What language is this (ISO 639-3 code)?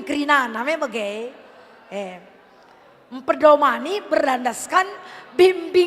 btx